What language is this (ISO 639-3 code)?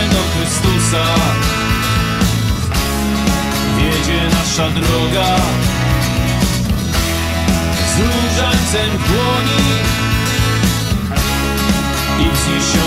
pol